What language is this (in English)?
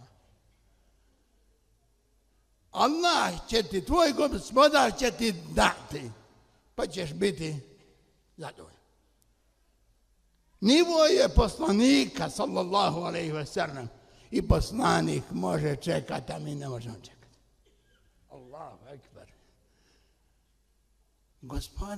Bosnian